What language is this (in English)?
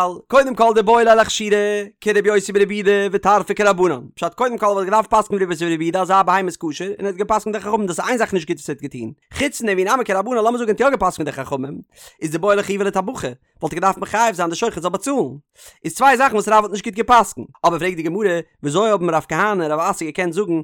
Yiddish